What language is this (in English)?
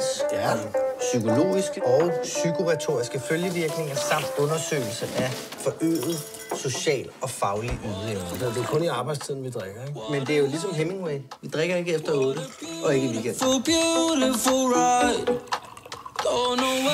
Danish